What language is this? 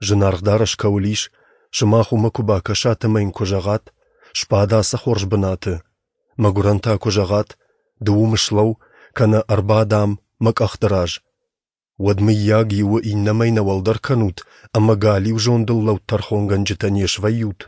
Ossetic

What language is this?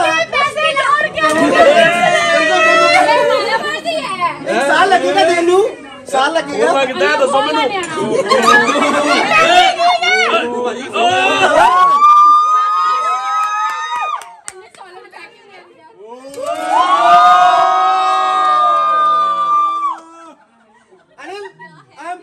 Punjabi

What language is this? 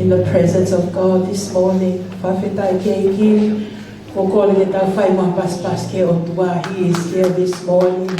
Tongan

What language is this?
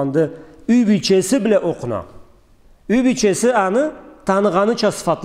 Karachay-Balkar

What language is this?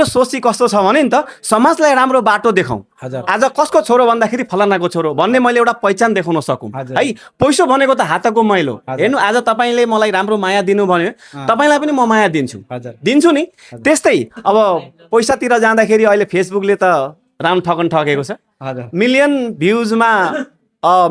Nepali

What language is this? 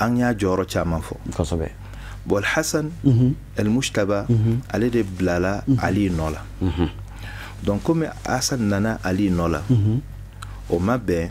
Bambara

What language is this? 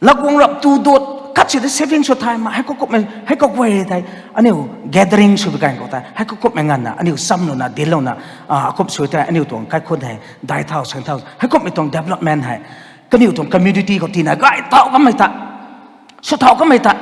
Rongmei Naga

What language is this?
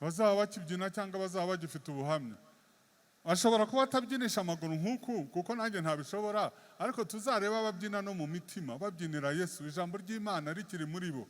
Kinyarwanda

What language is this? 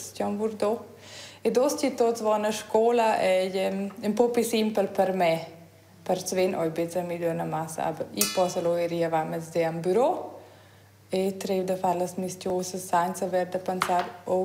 Romansh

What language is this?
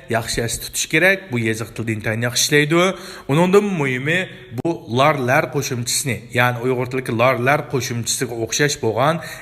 Uyghur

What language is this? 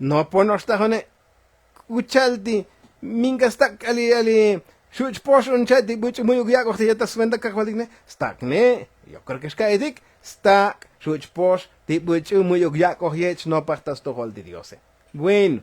Tzotzil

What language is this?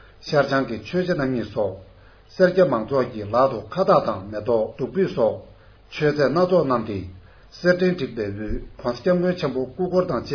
Tibetan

